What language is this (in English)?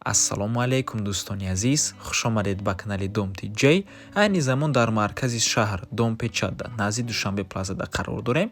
Tajik